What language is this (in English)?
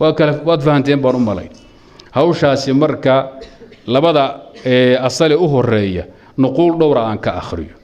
Somali